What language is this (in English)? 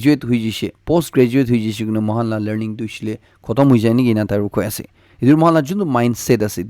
Naga Pidgin